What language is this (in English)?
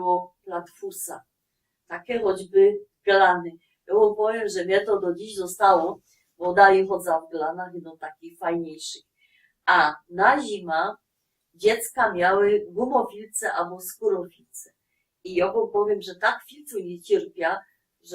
Silesian